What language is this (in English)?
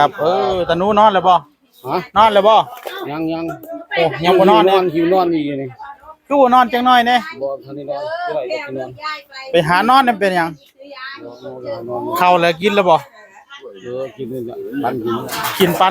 Northeastern Thai